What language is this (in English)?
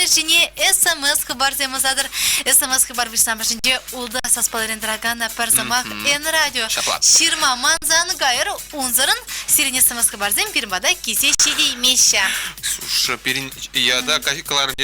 Chuvash